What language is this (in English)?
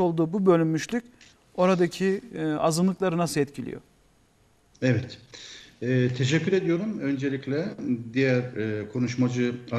Turkish